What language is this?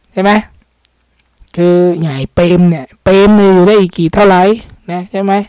Thai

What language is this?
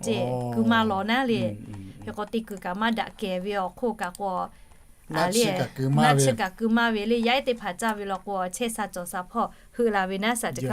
Lahu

